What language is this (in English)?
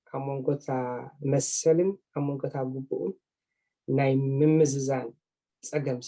Tigrinya